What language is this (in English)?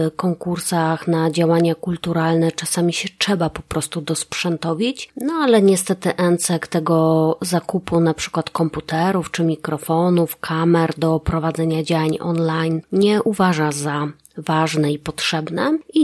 Polish